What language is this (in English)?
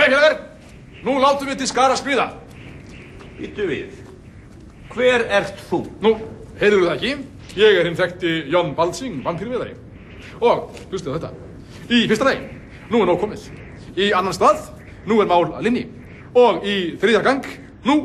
Icelandic